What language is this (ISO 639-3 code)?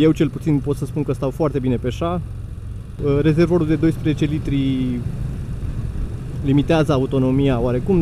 ron